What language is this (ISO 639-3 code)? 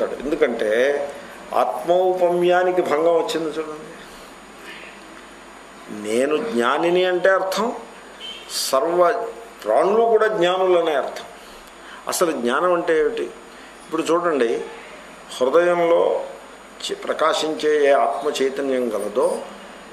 tel